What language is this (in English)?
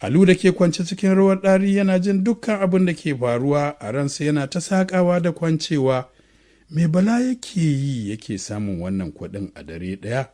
Hausa